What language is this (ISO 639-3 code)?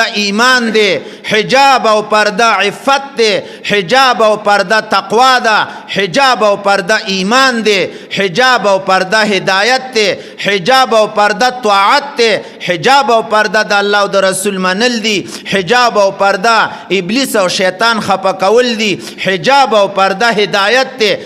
pus